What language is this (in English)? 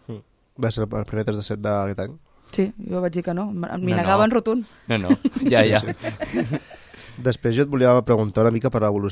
Catalan